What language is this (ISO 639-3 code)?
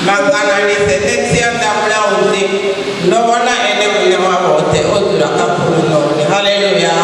ven